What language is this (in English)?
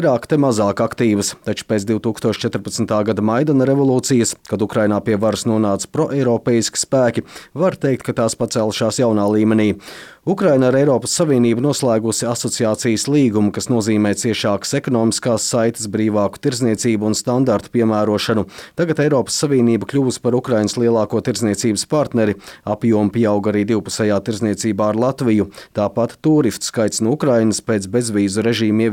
Latvian